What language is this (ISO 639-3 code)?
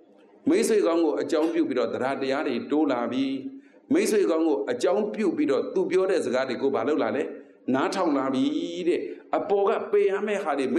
mya